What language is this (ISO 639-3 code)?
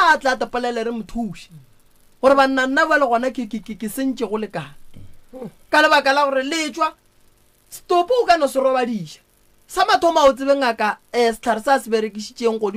nso